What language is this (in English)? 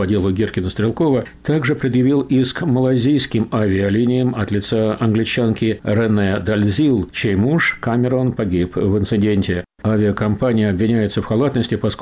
Russian